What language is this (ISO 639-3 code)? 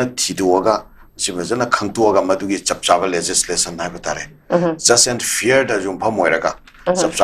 mni